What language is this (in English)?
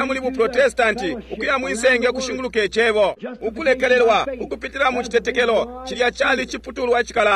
Bemba